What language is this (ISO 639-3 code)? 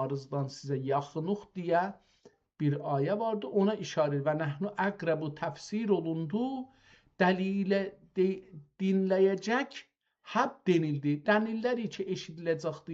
azb